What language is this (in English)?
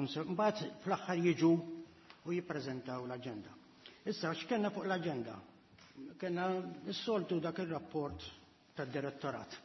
Maltese